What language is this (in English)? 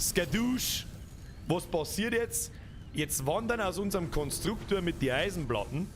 Bavarian